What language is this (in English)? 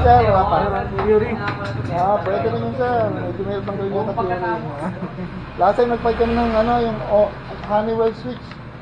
Filipino